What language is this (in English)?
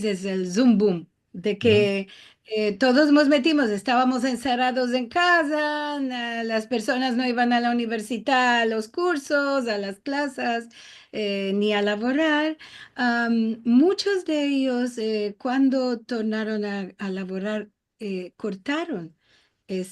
Ladino